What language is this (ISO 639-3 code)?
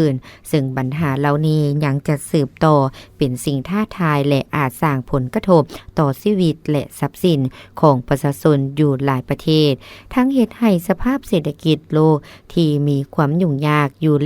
lao